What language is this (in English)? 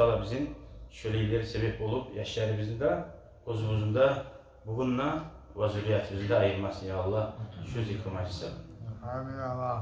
Kumyk